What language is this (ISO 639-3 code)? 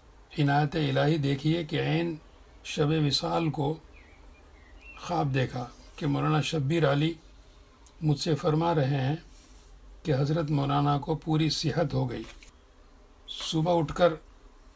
urd